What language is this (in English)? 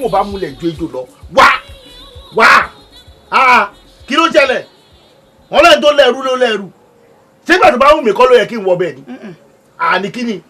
Yoruba